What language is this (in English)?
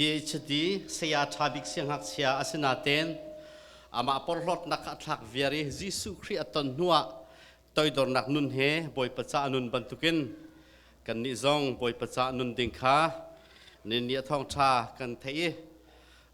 Hakha Chin